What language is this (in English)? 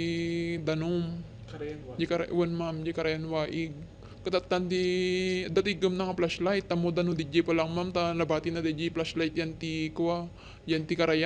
Iloko